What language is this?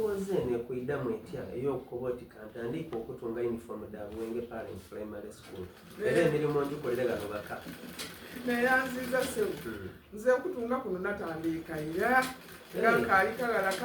Soga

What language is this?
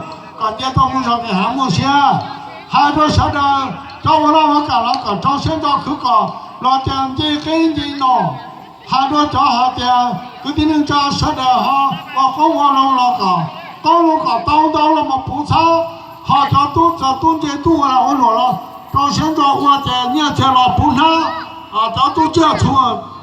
Hmong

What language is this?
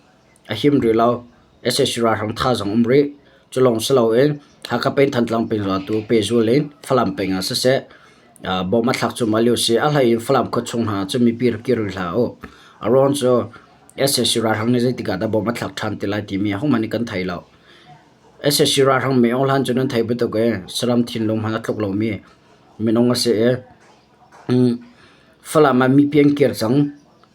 Hakha Chin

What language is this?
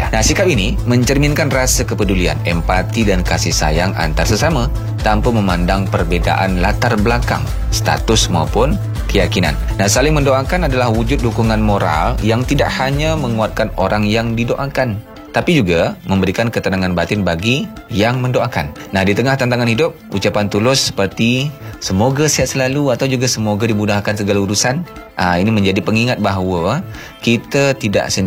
Malay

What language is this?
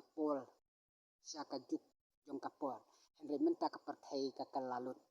Khasi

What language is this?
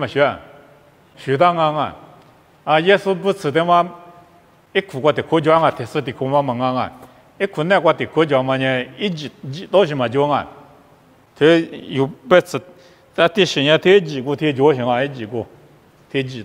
Lisu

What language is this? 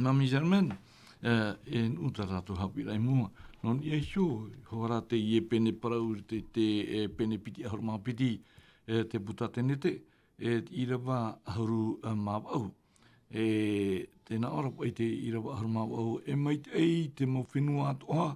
Tahitian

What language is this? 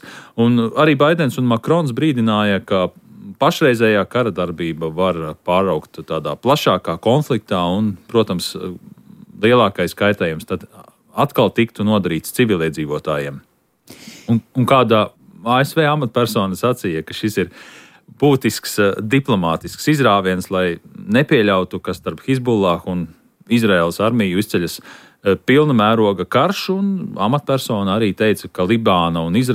Latvian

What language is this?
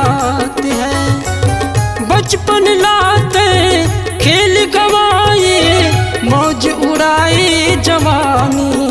Chhattisgarhi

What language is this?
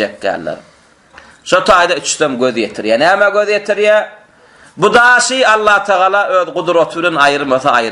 Turkmen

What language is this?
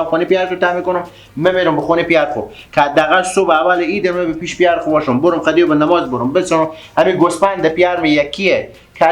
Persian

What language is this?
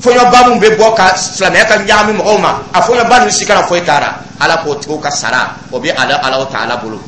Dyula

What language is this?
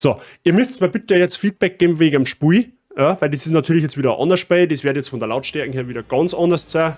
Bavarian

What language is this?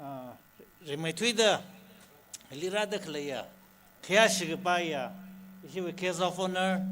Tangkhul Naga (India)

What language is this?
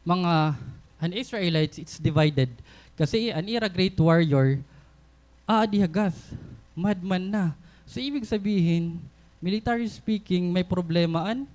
Waray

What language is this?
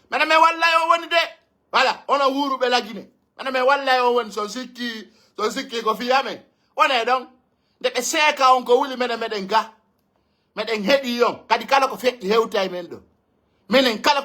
Pular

